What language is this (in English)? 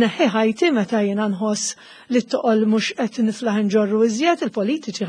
Maltese